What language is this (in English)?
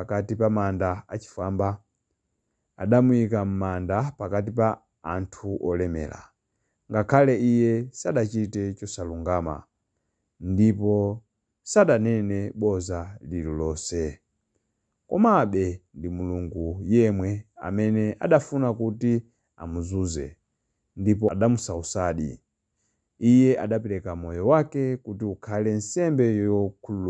Nyanja